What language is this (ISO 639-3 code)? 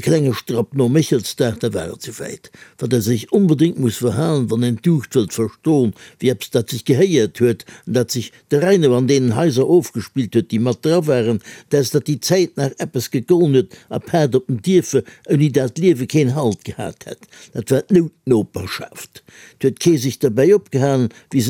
ltz